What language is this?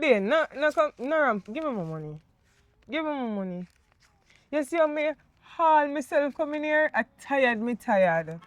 Jamaican Creole English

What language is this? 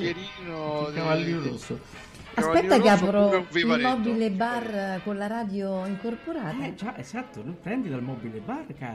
Italian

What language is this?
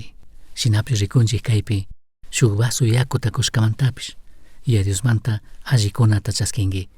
Chimborazo Highland Quichua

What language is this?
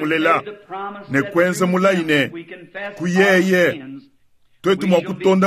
Luba-Lulua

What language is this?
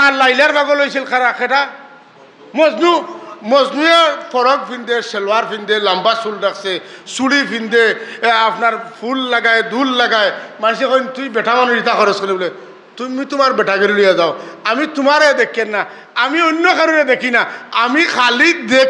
Sylheti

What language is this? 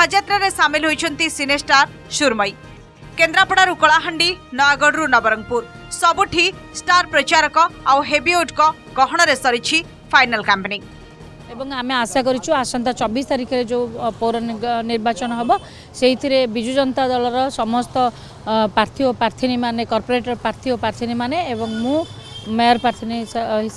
Odia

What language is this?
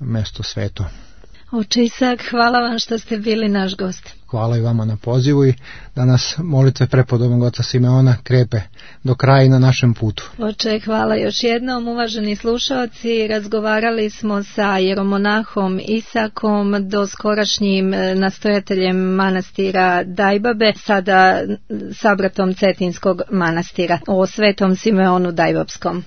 Serbian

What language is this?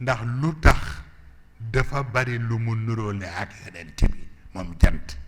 Wolof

